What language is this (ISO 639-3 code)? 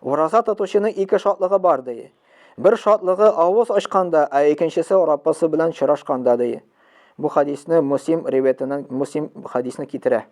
tat